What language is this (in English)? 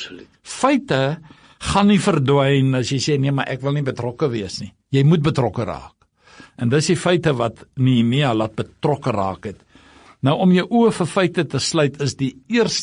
Afrikaans